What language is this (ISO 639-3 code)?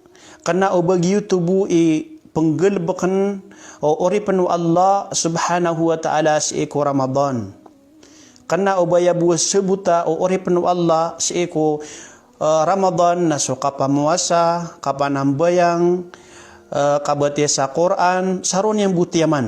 mrw